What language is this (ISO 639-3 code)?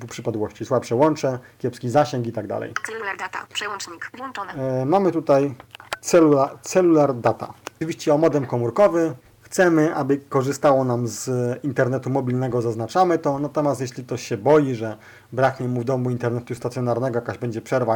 pol